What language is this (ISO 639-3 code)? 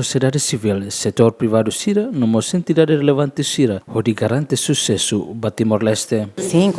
tet